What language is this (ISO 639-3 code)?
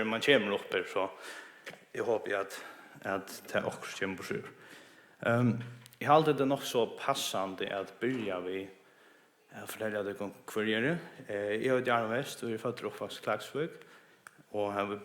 fao